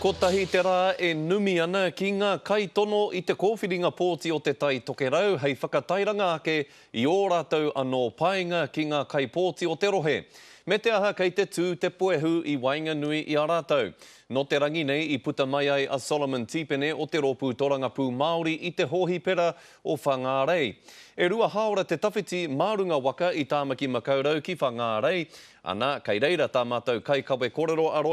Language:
Māori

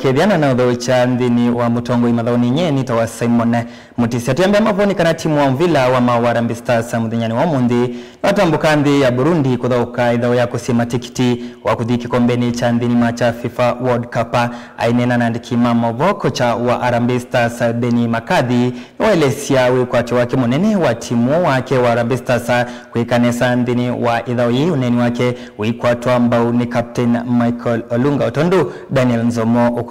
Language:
Kamba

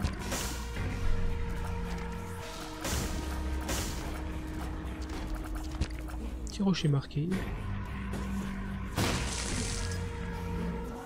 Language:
French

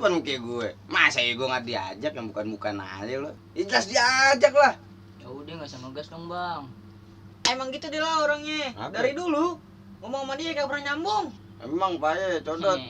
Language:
Betawi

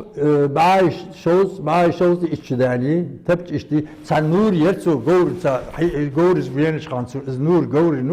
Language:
Ingush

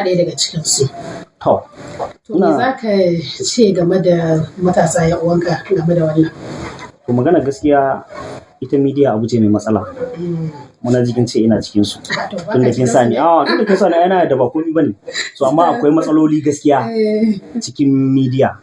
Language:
Hausa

